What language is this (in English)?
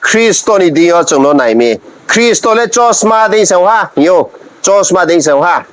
Riang (India)